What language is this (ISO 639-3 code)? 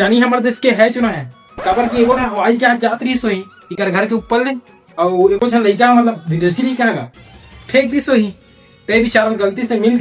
hne